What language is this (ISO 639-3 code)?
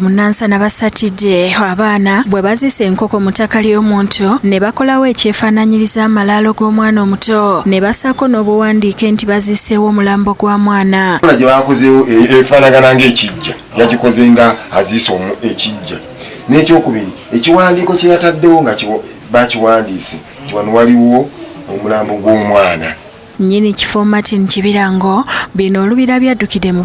lug